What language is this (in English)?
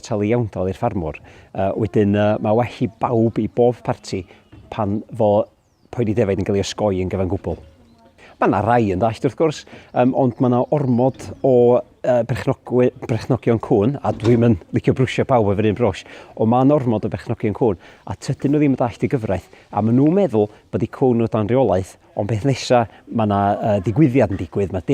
Welsh